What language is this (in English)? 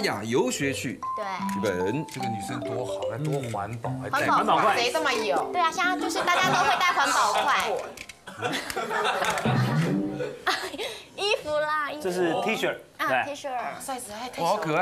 Chinese